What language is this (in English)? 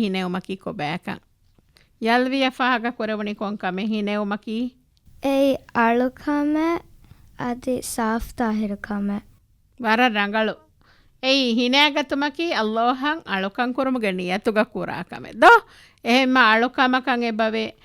Divehi